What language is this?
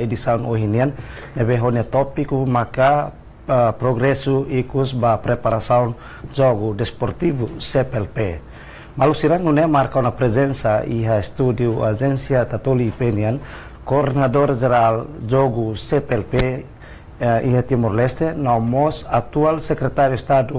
Tetum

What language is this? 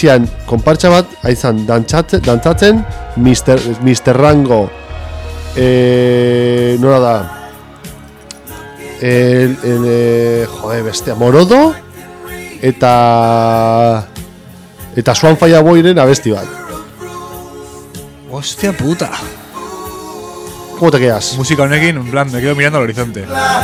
Basque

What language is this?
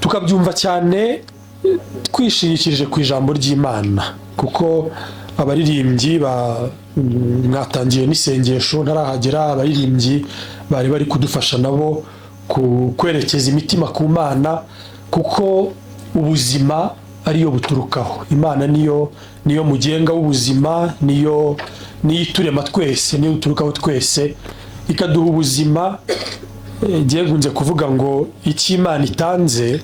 Kinyarwanda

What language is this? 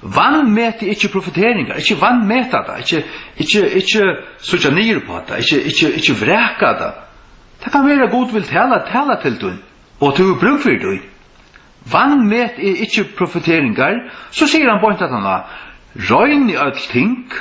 Faroese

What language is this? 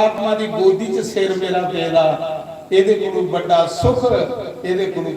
Dogri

